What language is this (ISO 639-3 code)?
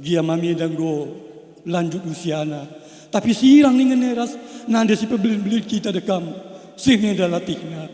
btx